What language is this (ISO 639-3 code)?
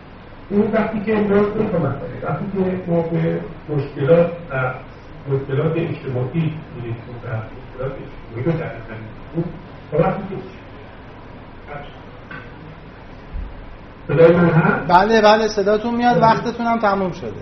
fas